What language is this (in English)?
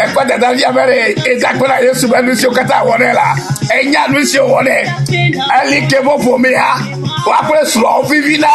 Ewe